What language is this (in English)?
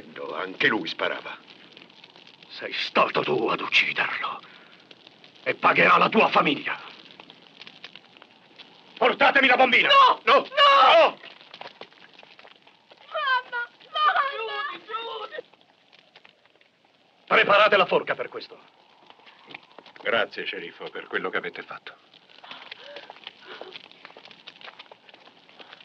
Italian